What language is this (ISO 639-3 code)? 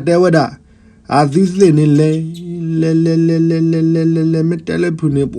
ksw